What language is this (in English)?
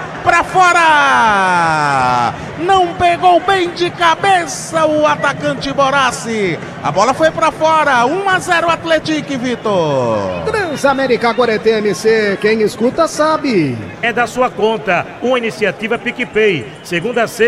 Portuguese